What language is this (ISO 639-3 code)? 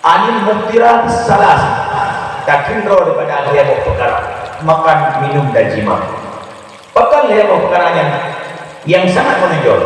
ace